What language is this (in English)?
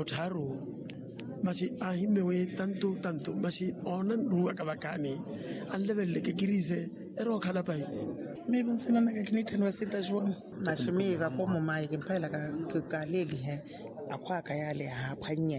Makhuwa